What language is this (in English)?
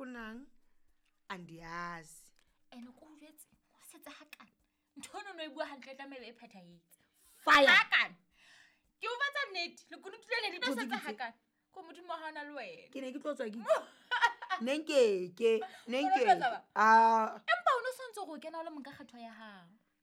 Southern Sotho